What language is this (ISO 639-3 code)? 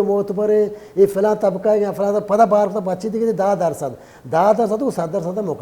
bal